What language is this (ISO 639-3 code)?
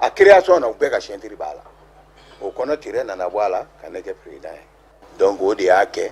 bam